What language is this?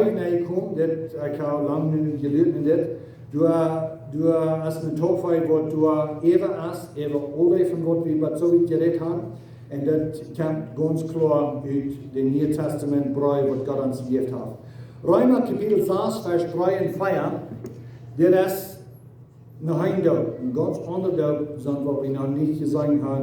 Plautdietsch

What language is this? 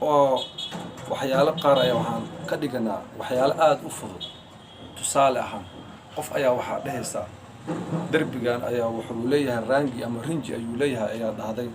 Somali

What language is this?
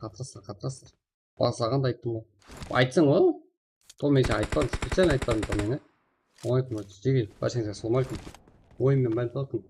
Kara-Kalpak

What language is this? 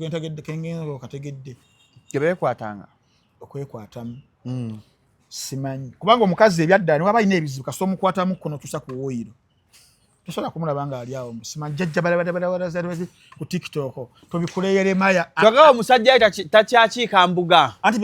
Ganda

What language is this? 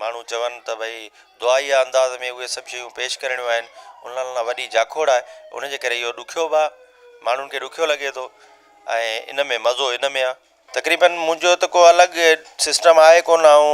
Sindhi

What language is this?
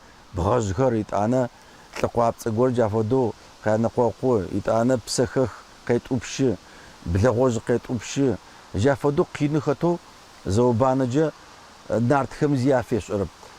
Adyghe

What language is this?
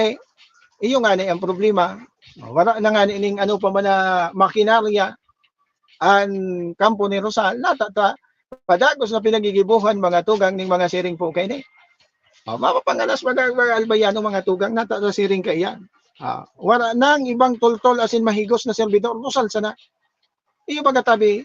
Bikol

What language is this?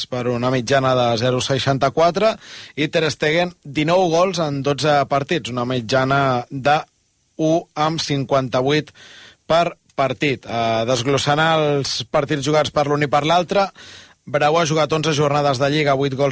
Catalan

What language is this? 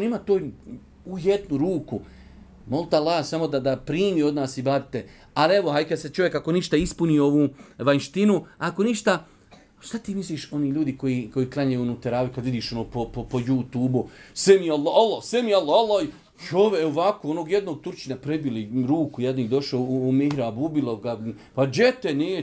Bosnian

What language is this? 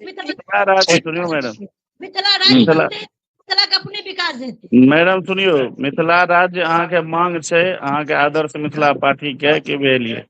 Maithili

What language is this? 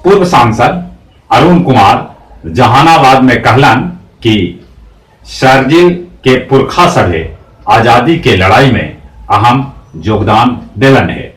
Magahi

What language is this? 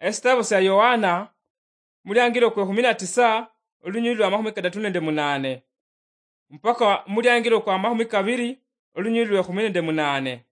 Luyia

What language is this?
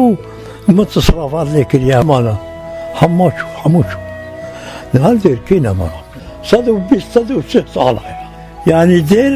Kurdish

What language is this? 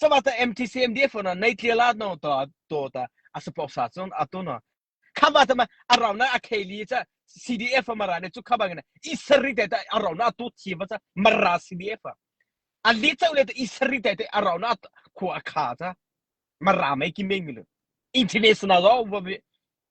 Mara Chin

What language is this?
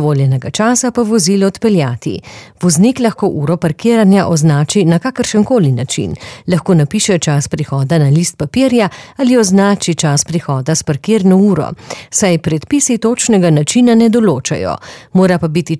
Slovenian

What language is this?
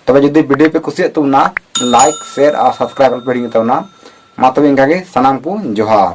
Santali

